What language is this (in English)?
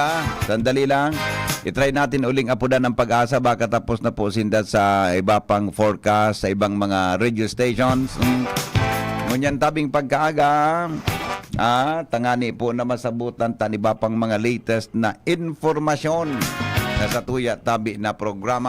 Bikol